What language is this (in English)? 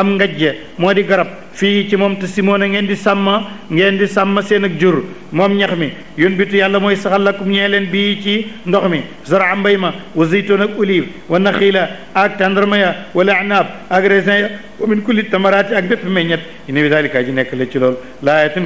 Wolof